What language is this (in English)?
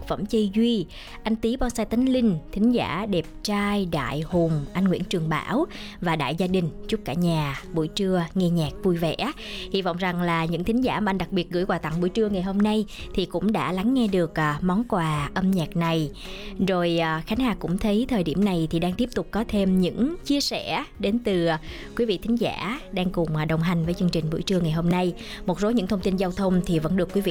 Vietnamese